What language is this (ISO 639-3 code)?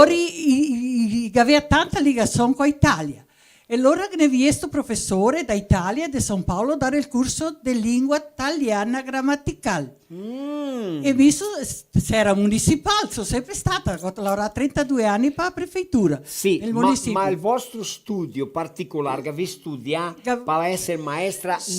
vec